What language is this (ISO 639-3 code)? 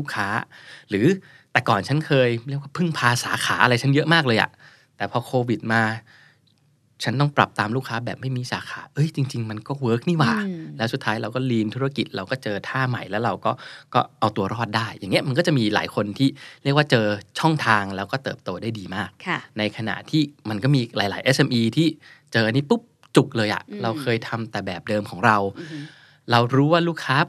tha